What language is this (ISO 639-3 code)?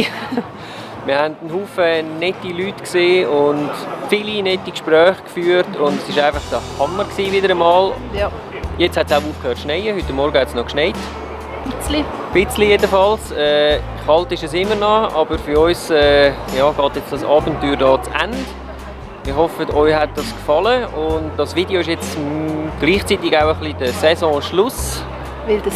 gsw